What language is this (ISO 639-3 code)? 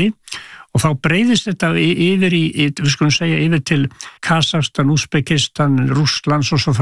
isl